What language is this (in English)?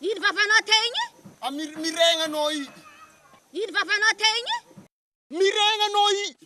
Malagasy